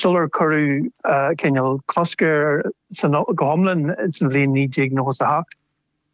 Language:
Irish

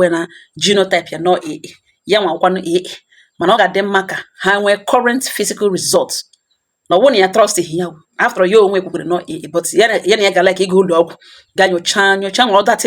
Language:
Igbo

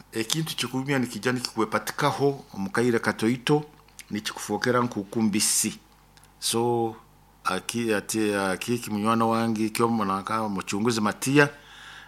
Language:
Nyoro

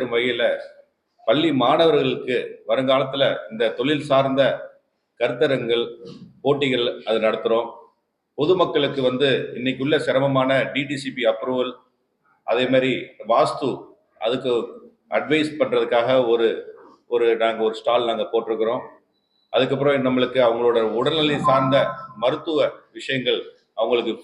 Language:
Tamil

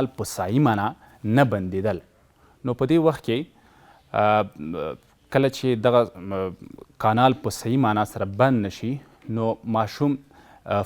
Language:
Pashto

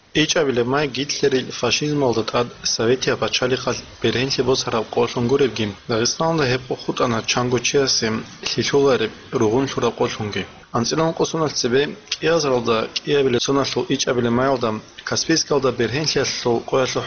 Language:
Avaric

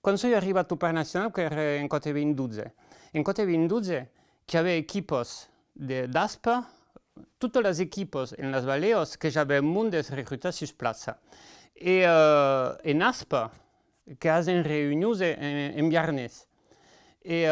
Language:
Occitan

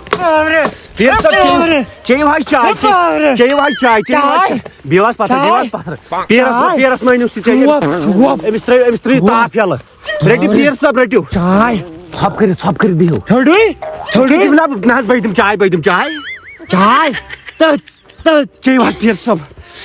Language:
Kashmiri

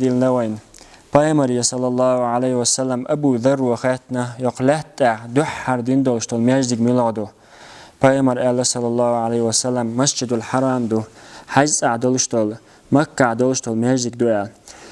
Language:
Chechen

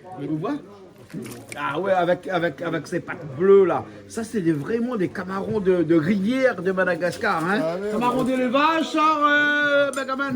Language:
Réunion Creole French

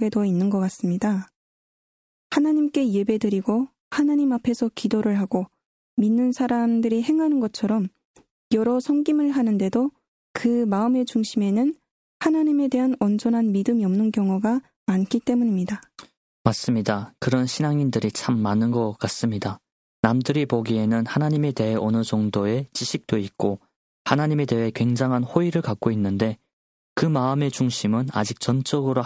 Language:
Korean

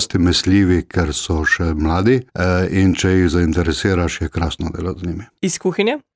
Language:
Slovenian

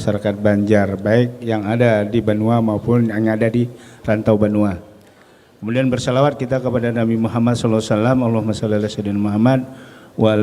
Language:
Banjar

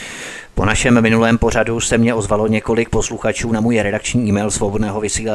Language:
Czech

